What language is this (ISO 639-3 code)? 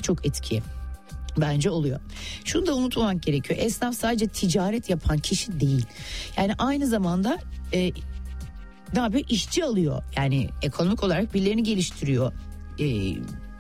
tur